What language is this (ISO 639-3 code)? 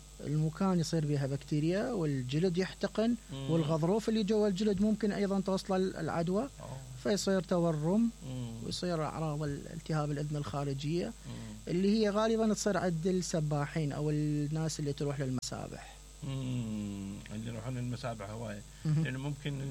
acm